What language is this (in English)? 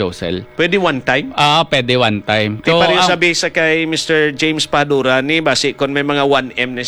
Hiligaynon